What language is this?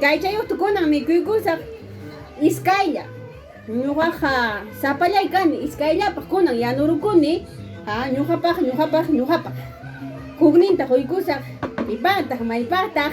Ayacucho Quechua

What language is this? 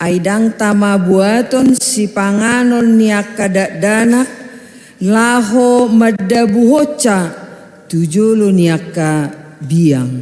Batak Toba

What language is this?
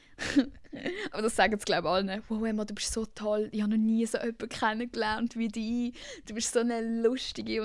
Swiss German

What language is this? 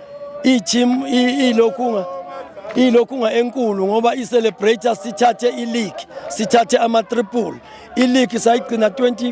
Zulu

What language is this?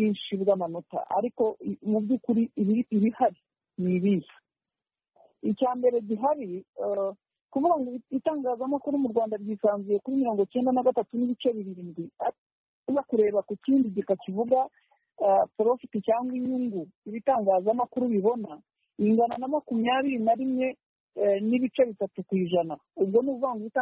Kinyarwanda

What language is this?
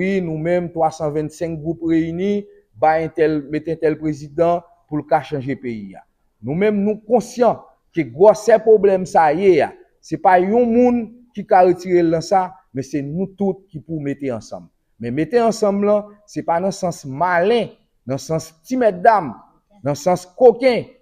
Haitian Creole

